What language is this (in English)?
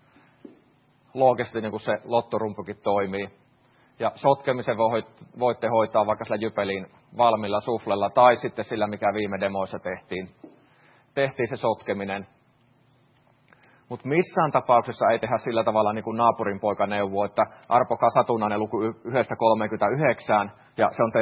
Finnish